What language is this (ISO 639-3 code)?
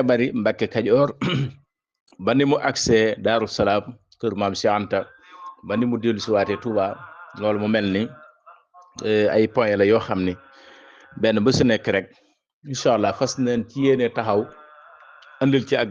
wol